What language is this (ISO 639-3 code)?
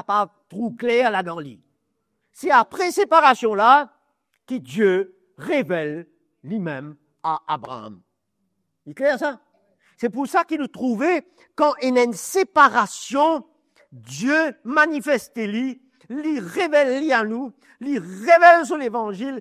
mfe